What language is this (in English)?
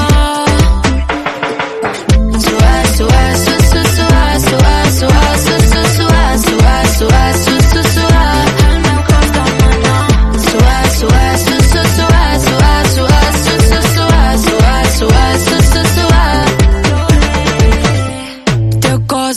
Catalan